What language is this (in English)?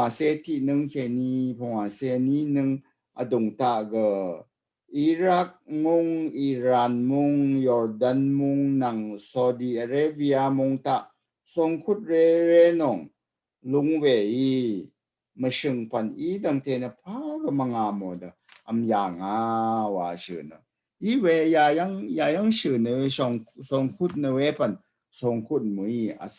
Rawang